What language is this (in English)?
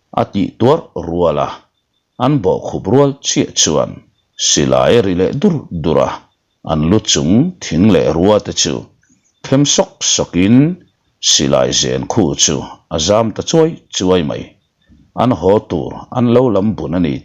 Mizo